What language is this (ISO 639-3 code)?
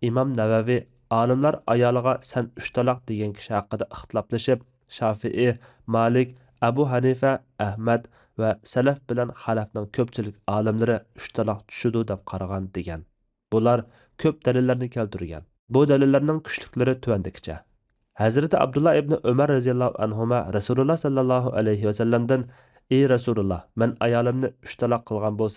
uig